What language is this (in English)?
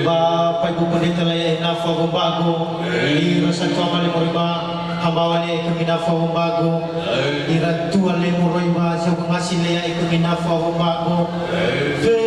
Nias